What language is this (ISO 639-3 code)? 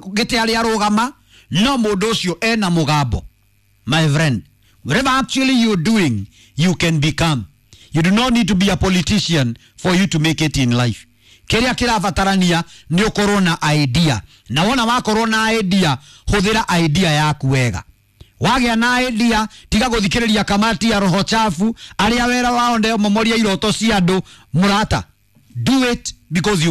kik